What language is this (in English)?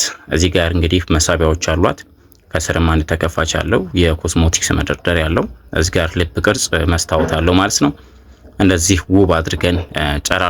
Amharic